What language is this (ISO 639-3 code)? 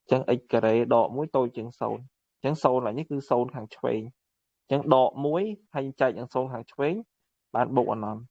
khm